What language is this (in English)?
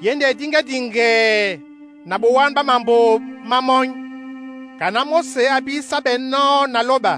Duala